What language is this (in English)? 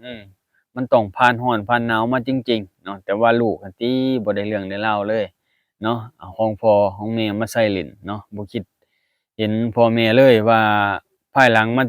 Lao